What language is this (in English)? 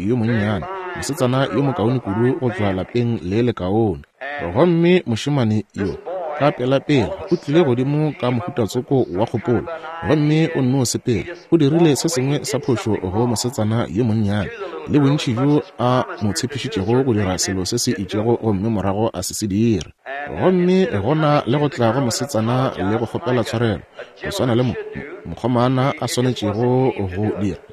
Northern Sotho